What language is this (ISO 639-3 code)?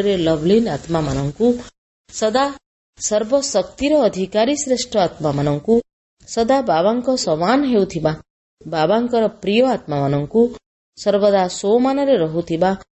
ori